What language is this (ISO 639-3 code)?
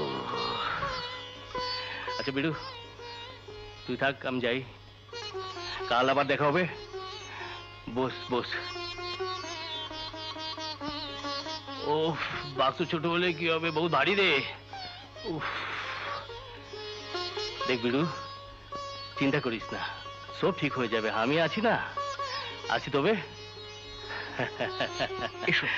ben